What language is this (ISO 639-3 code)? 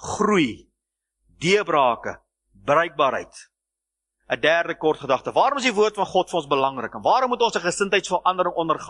afr